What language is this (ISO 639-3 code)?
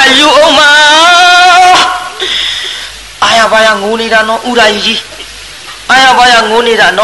mya